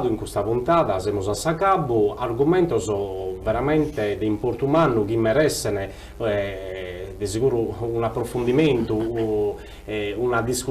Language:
Sardinian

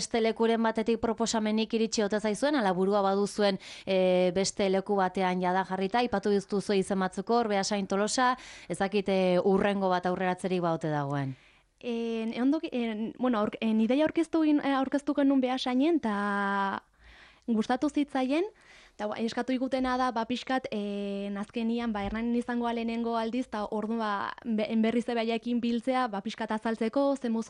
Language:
Basque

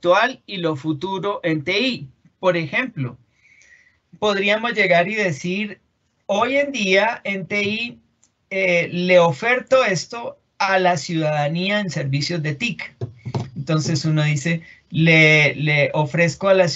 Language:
Spanish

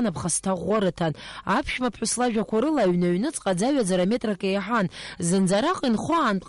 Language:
Abkhazian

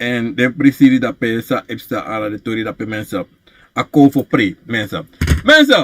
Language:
Sranan Tongo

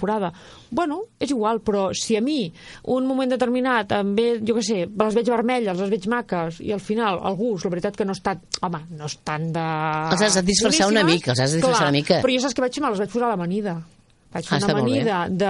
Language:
Catalan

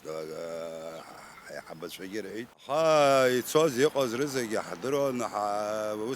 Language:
Abkhazian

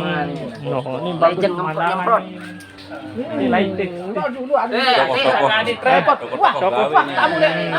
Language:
Sasak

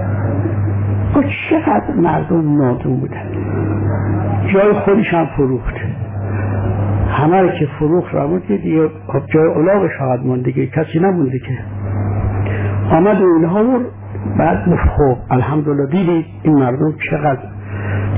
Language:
Persian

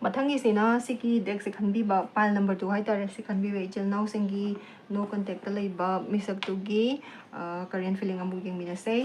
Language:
Manipuri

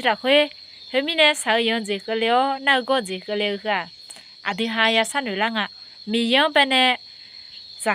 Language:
Akha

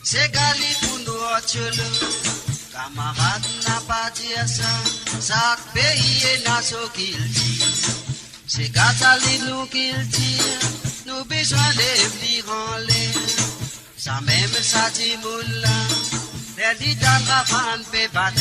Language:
Morisyen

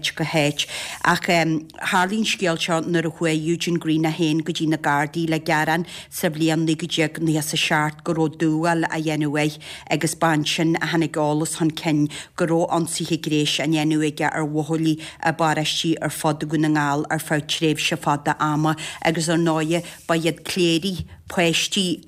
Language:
Irish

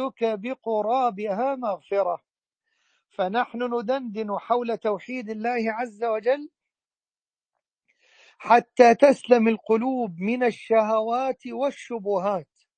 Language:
Arabic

